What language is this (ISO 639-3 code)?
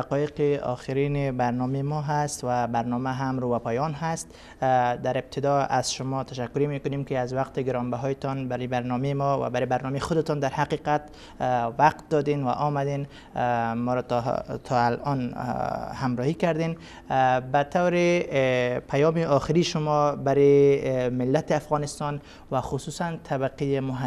fas